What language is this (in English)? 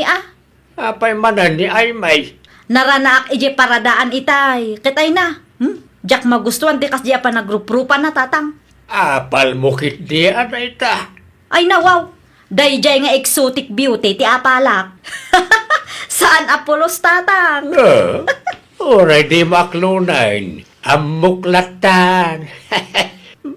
Iloko